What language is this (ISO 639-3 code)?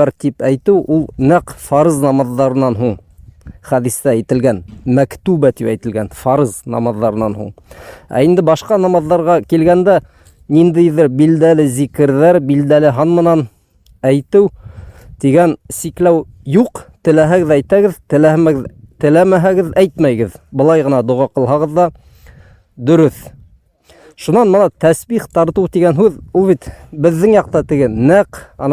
bak